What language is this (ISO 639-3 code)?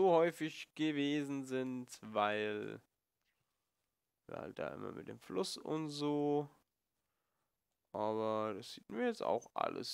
deu